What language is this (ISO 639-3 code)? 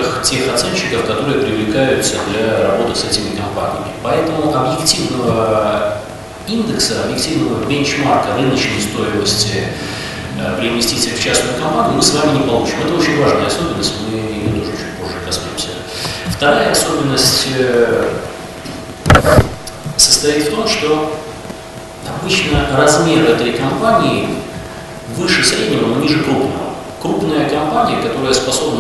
rus